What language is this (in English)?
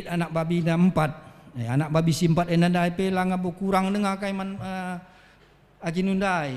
Batak Karo